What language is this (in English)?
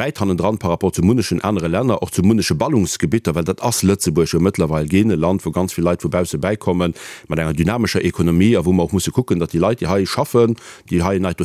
Luxembourgish